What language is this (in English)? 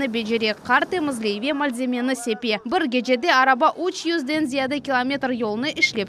Crimean Tatar